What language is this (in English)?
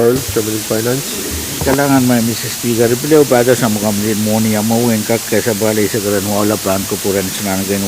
Pohnpeian